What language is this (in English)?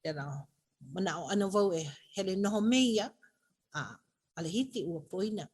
Hawaiian